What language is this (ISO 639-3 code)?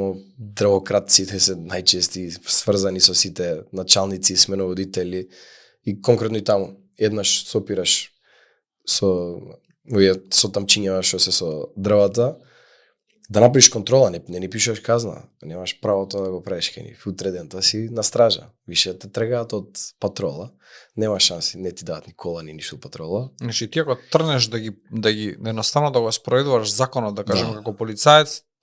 mkd